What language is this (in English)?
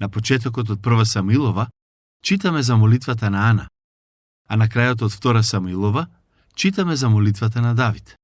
Macedonian